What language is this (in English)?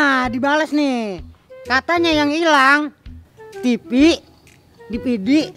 Betawi